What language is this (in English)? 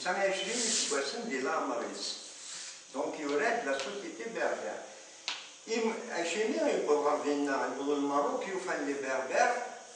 Kabyle